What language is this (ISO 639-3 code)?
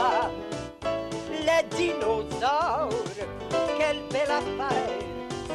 fra